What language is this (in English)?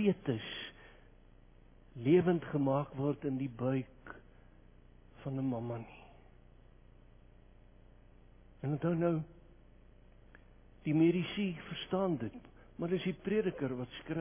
Afrikaans